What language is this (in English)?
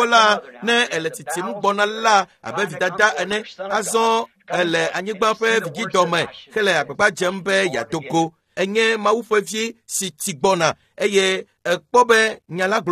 Ewe